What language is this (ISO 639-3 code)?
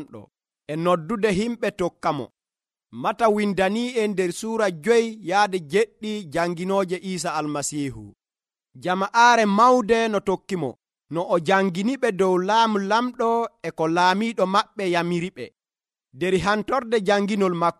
fuv